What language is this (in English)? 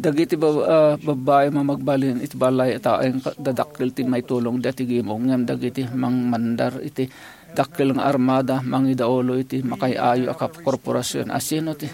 Iloko